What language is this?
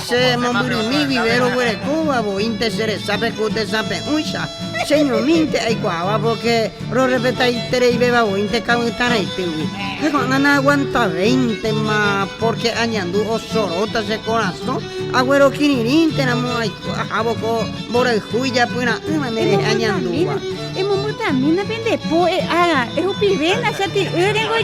Guarani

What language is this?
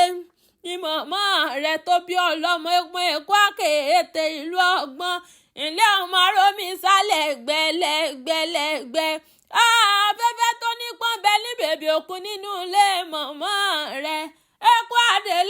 Yoruba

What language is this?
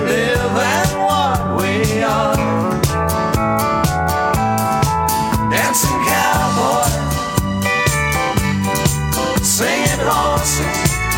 English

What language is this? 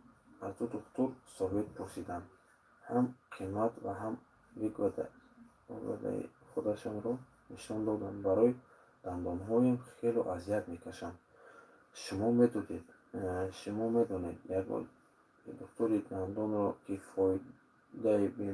Tajik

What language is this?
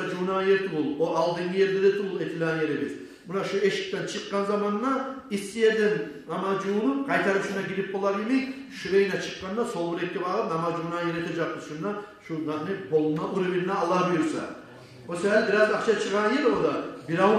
Kumyk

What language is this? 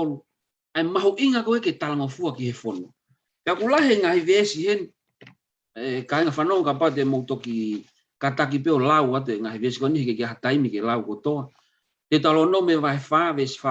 Tongan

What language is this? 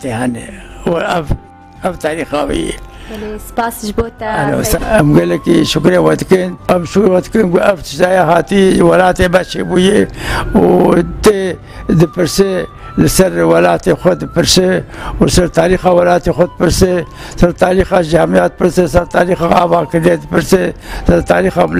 Kurdish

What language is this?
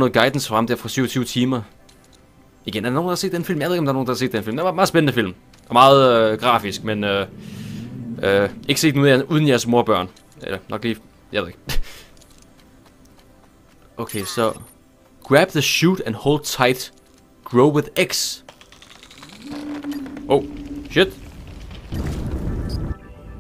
Danish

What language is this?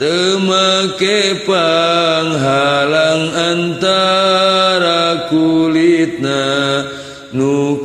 Sundanese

